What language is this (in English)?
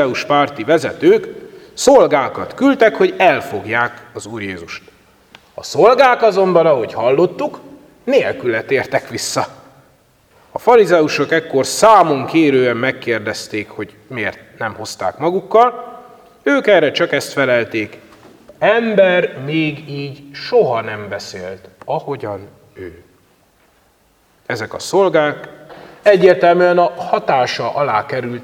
Hungarian